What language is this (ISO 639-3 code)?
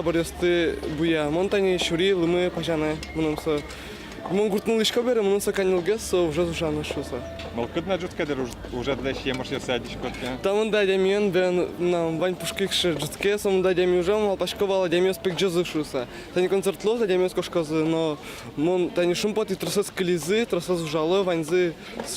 udm